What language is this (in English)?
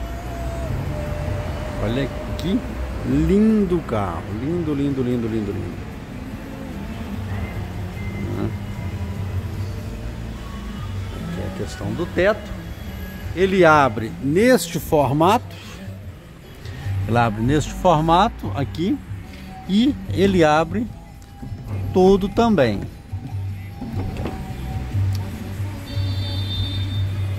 Portuguese